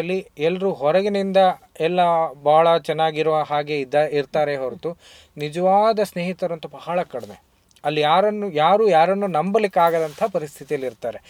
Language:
Kannada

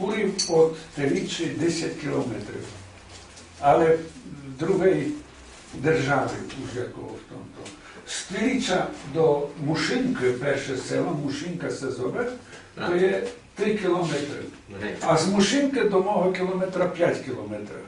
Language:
Rusyn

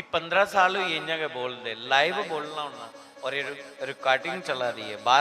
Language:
Dogri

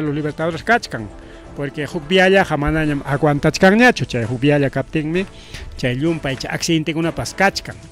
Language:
Ayacucho Quechua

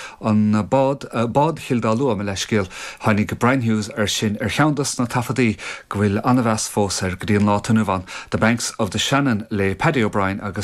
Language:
Irish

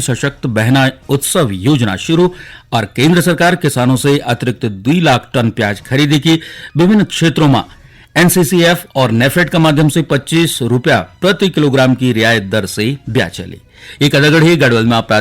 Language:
Garhwali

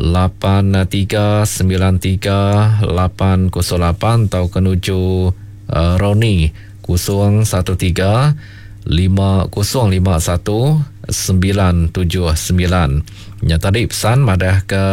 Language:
Iban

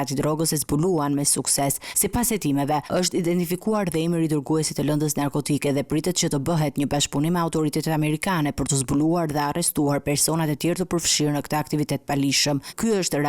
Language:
Albanian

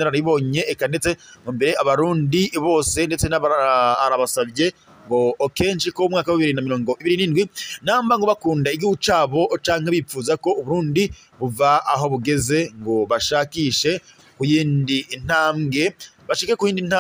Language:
Rundi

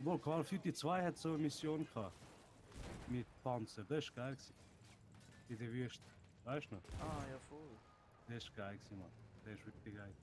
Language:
Swiss German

